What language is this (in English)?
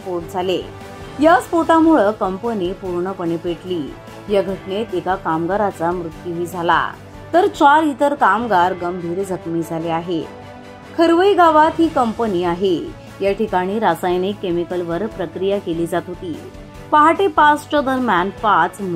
Marathi